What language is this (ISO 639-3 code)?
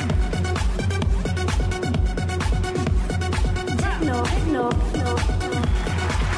vie